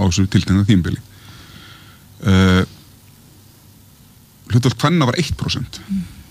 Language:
Icelandic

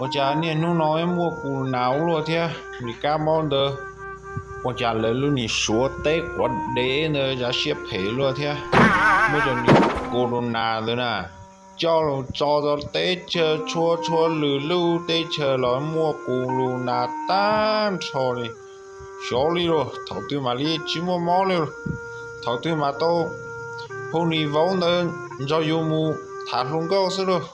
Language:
Hmong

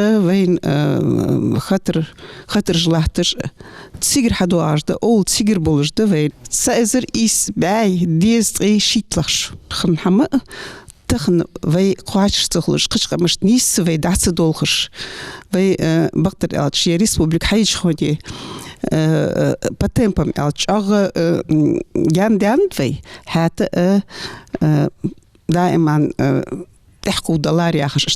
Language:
Ingush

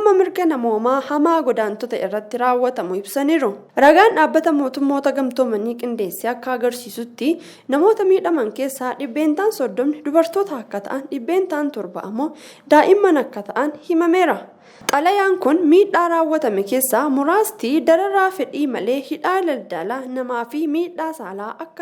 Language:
Oromo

